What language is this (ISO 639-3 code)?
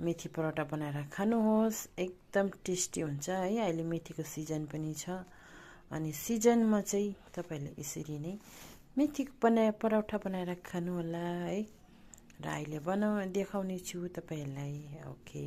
nep